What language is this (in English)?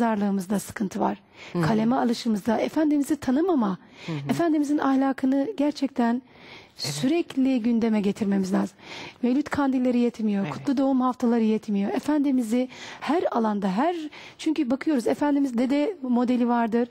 Turkish